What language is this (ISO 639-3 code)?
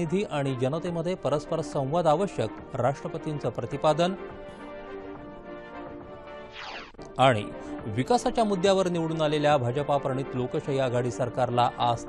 mar